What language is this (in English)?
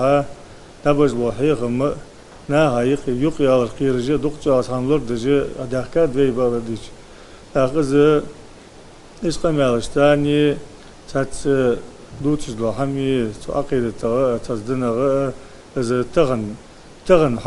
Ingush